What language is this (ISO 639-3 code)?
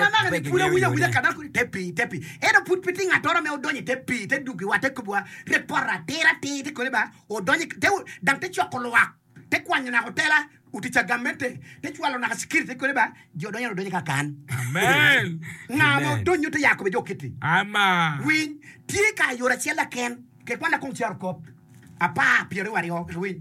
ach